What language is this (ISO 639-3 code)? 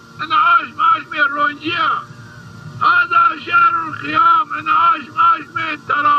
zza